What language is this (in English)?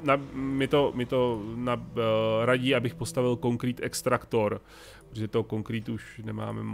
Czech